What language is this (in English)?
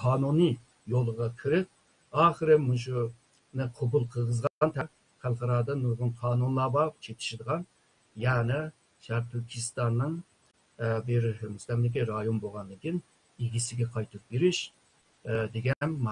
Uyghur